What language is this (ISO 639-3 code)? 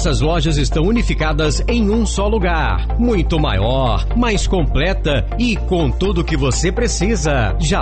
por